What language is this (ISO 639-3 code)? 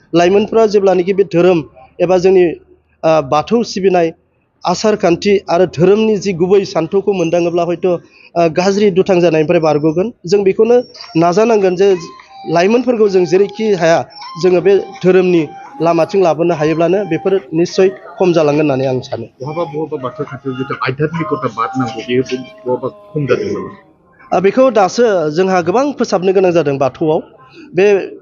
brx